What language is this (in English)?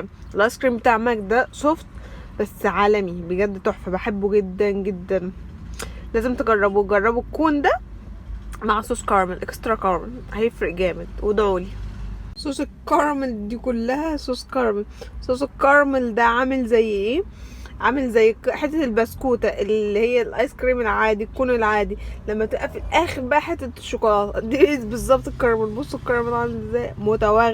Egyptian Arabic